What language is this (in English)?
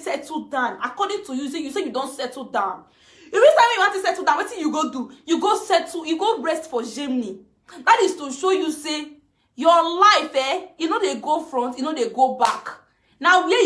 Nigerian Pidgin